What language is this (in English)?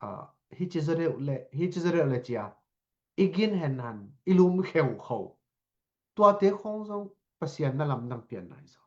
Tedim Chin